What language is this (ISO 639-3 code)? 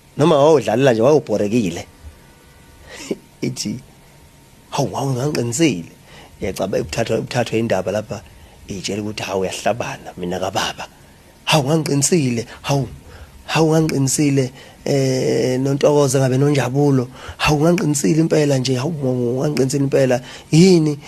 zul